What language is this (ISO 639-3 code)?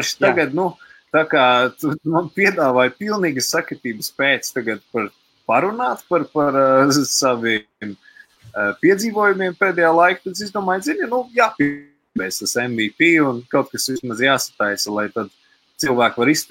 lav